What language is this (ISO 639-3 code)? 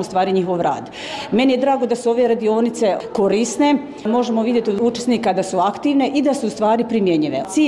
bos